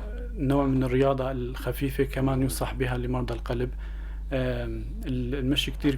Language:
North Levantine Arabic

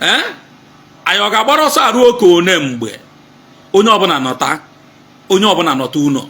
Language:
Igbo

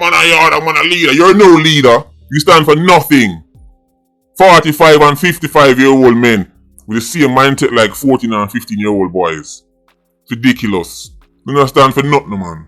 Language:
Jamaican Creole English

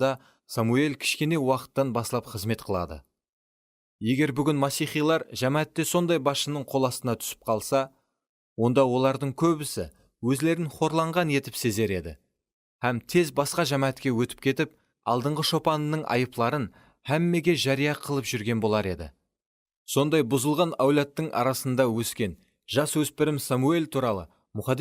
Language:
Kara-Kalpak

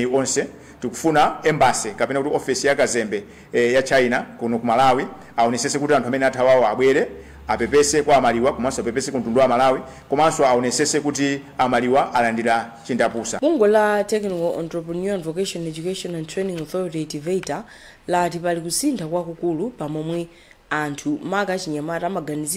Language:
Nyanja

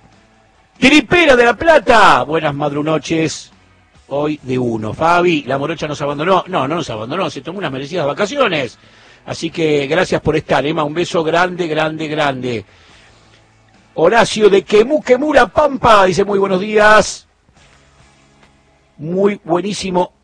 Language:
Spanish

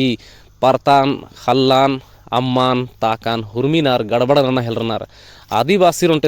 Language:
Kurukh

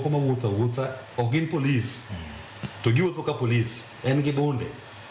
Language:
Luo (Kenya and Tanzania)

